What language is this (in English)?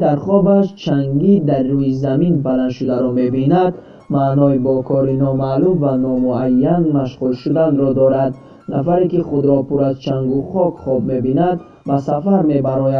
Tajik